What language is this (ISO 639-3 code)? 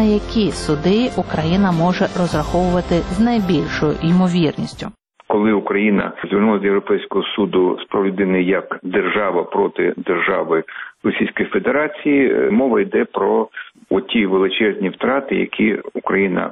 ukr